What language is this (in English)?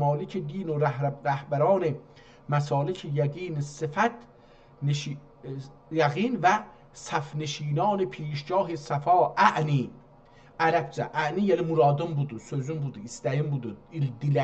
South Azerbaijani